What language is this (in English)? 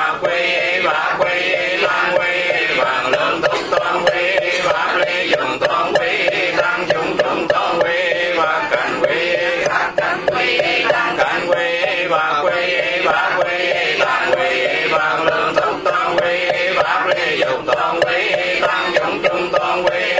Vietnamese